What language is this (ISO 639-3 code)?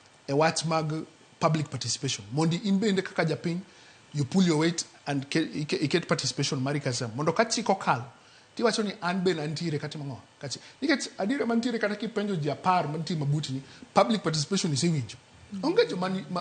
luo